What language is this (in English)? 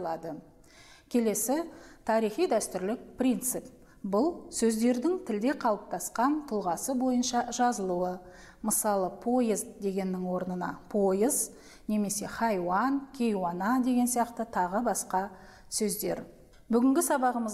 Kazakh